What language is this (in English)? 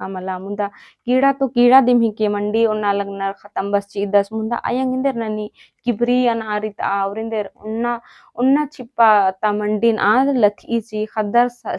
Kurukh